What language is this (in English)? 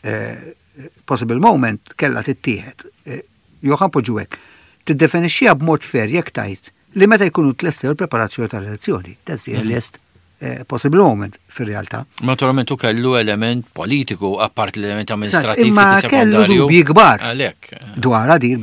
Maltese